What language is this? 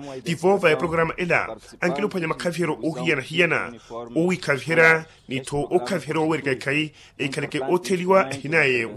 Makhuwa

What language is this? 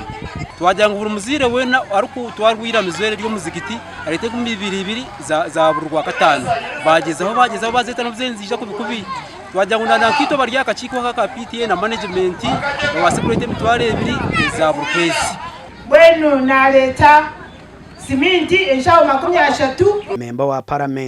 Nyankole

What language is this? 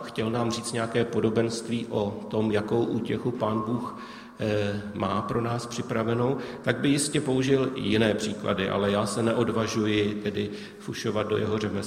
Czech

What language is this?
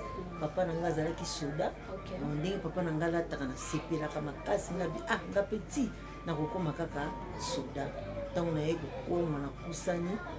Lingala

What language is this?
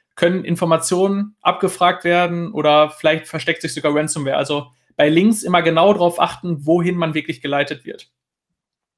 German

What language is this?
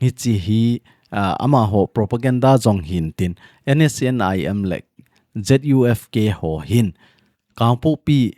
Thado Chin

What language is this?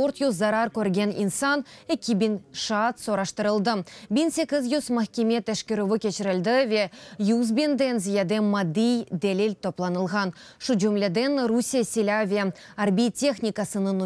Crimean Tatar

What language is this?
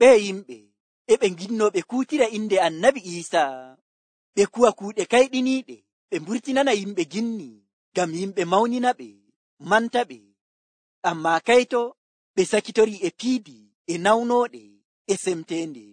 Nigerian Fulfulde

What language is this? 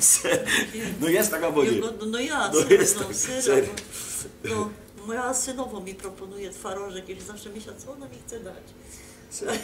Silesian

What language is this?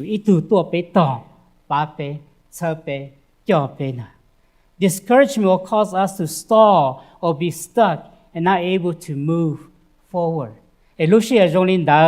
Hmong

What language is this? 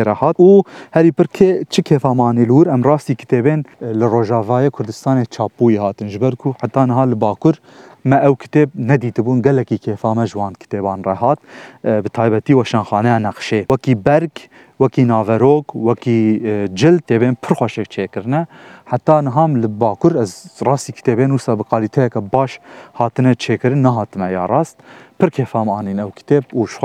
Kurdish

